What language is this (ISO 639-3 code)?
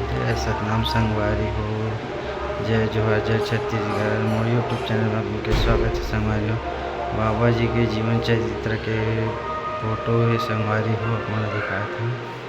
hne